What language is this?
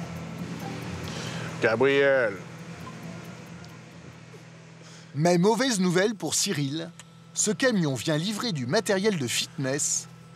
French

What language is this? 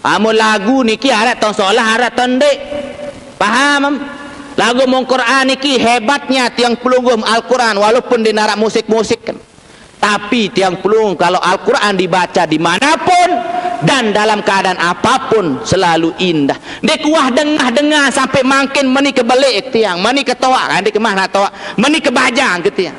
Sasak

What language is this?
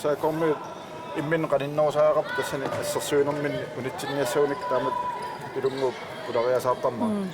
Kalaallisut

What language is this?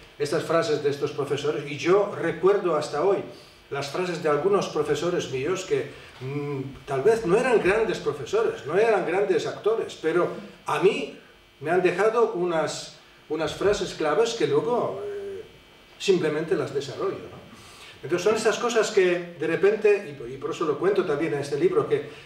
Spanish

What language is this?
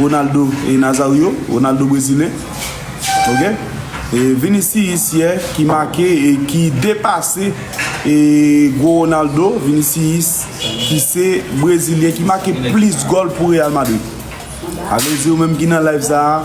Haitian Creole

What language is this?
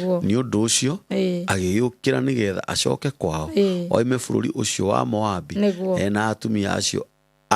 Kikuyu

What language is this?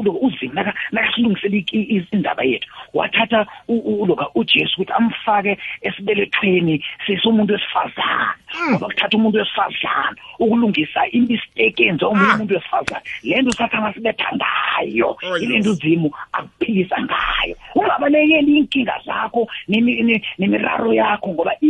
South Ndebele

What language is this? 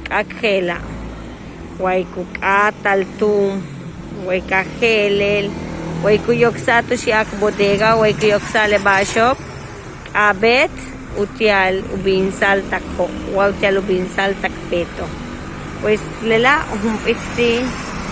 Yucateco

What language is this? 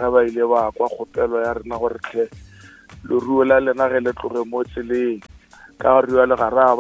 Northern Sotho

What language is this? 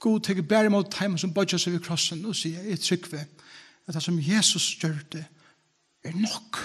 Faroese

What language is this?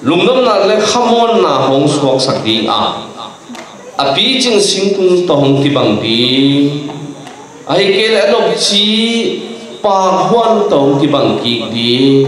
Tedim Chin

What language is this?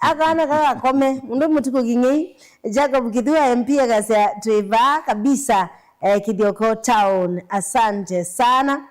Kamba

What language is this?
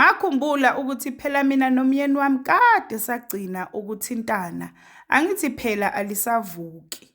Zulu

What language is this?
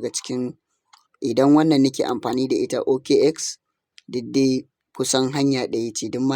Hausa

